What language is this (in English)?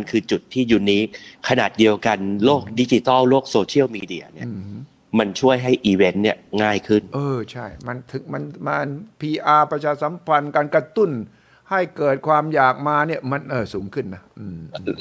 Thai